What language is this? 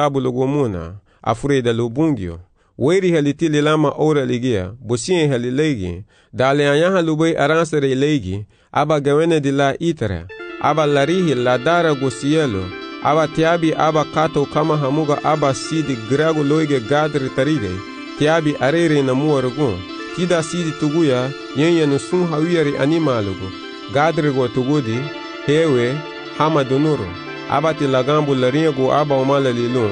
Garifuna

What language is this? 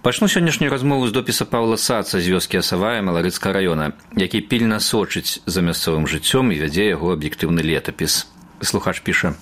Belarusian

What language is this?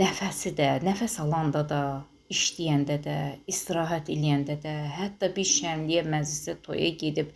Azerbaijani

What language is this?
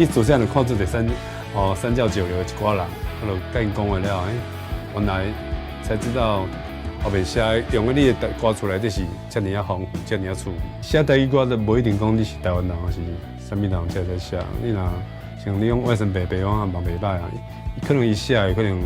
Min Nan Chinese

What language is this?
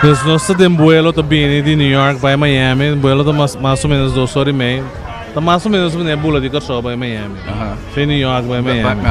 Papiamento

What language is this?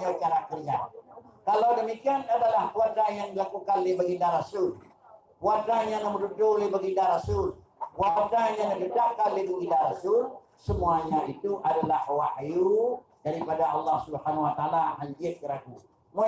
Achinese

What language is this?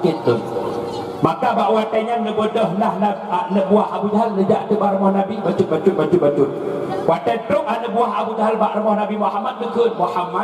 Achinese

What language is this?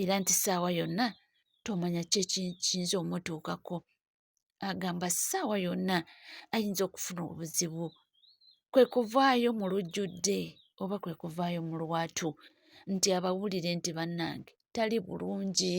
Ganda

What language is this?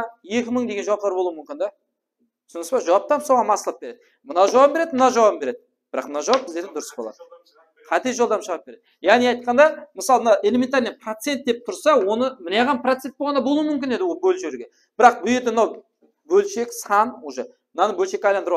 Kara-Kalpak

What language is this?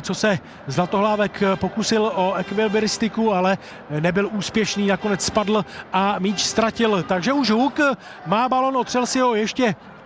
Czech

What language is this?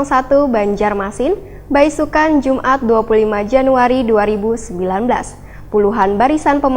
Banjar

